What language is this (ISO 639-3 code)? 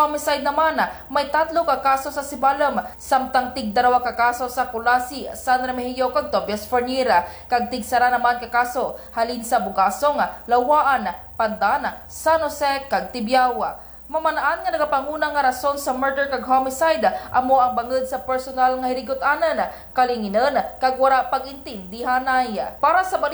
krj